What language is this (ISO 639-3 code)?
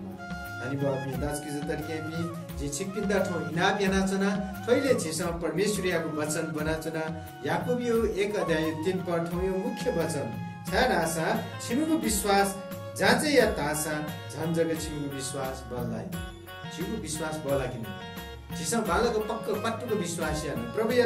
new